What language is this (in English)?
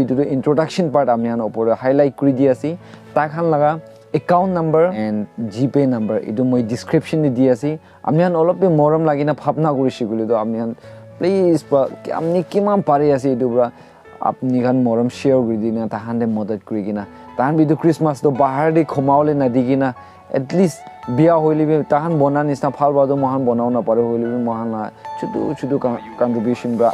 Naga Pidgin